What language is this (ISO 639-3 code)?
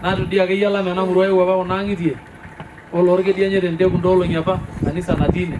mas